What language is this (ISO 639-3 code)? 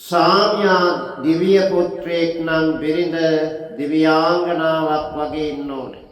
sin